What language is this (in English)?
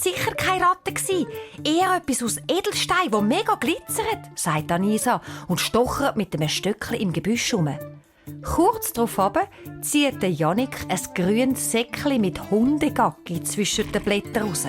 Swiss German